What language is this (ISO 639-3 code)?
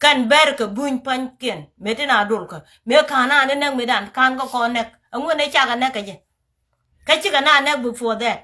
nus